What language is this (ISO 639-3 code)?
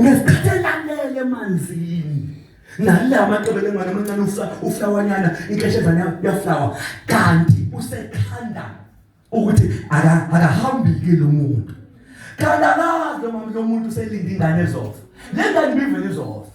zul